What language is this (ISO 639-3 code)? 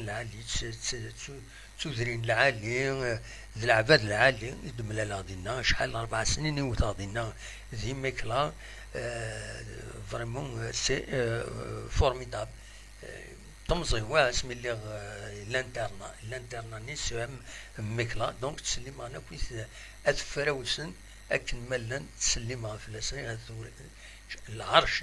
kab